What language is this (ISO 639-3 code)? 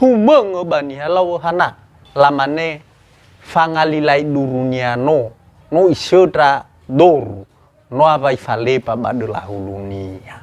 nia